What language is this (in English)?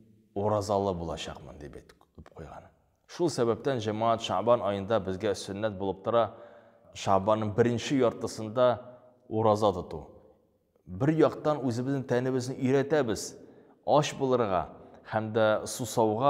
Tatar